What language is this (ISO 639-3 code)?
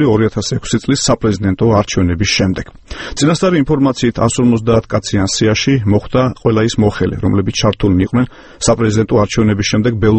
kat